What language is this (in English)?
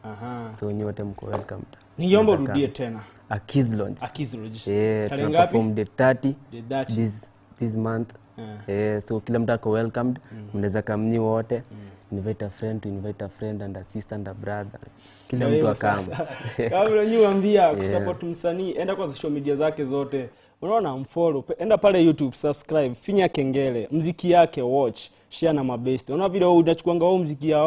Swahili